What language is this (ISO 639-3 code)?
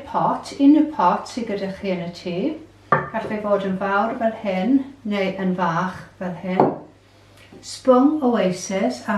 cym